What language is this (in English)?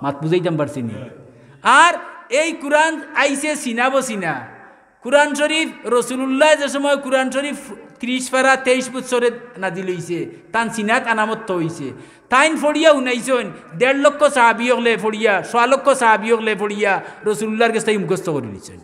Sylheti